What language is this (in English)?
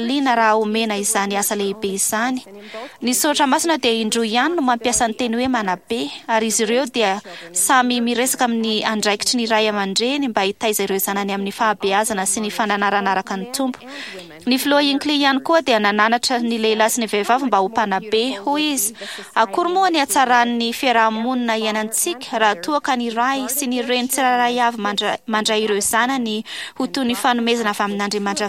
Malagasy